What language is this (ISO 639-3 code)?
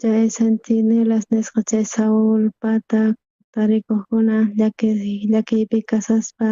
quh